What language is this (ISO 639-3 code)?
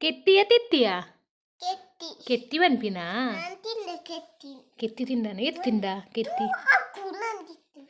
tcy